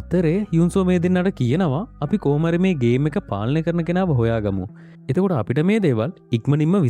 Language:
Sinhala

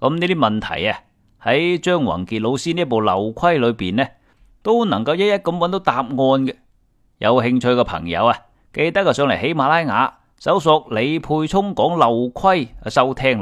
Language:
Cantonese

